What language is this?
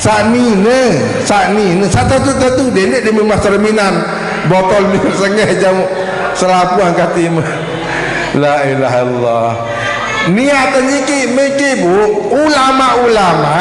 Sasak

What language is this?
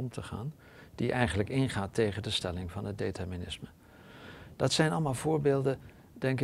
Dutch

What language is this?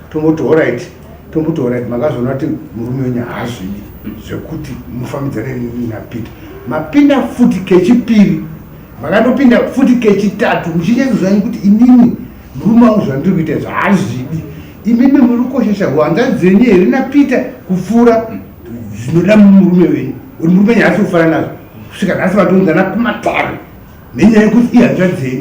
Shona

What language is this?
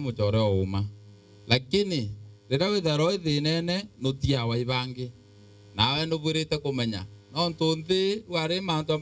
Meru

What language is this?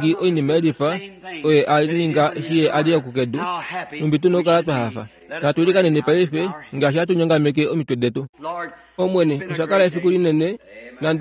Kuanyama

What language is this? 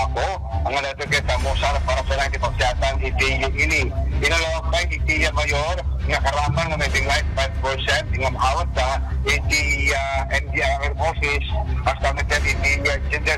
Iloko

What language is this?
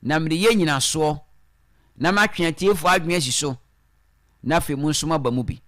Akan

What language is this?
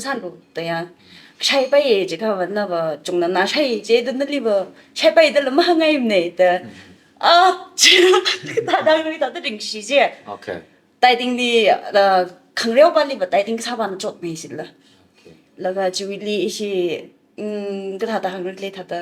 Tangkhul Naga (India)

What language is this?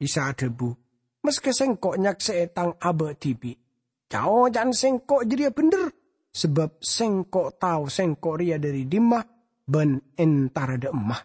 Madurese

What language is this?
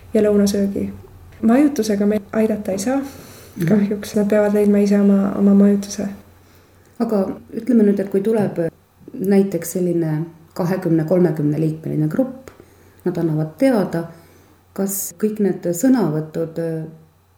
Estonian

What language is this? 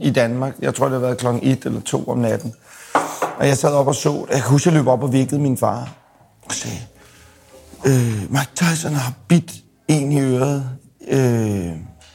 Danish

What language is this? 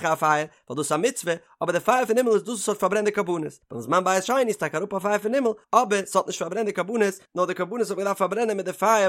Yiddish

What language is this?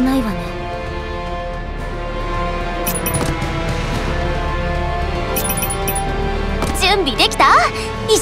Japanese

